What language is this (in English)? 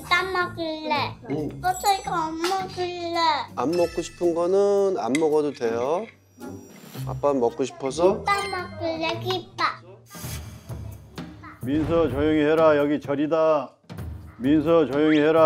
Korean